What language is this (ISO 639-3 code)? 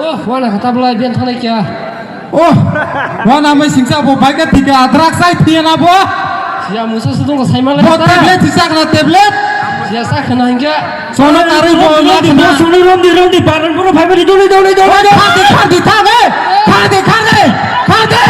trp